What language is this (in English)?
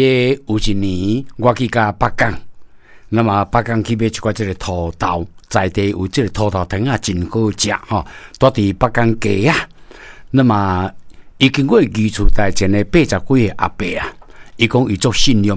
Min Nan Chinese